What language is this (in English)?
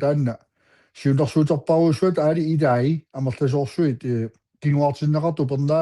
Kalaallisut